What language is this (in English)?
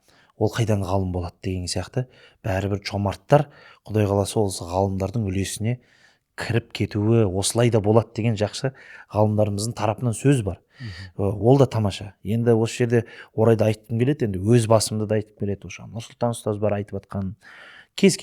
Kazakh